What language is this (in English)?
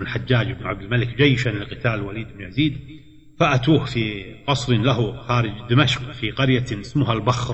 Arabic